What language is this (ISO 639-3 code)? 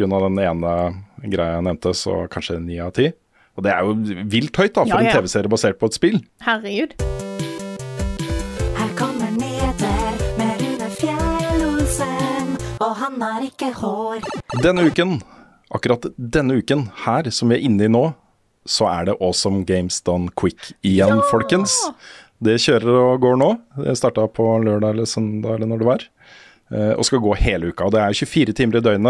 nor